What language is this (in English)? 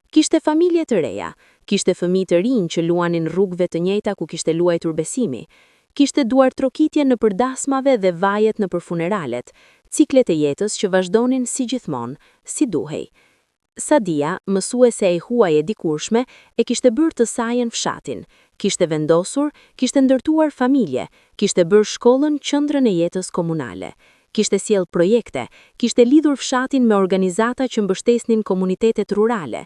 Albanian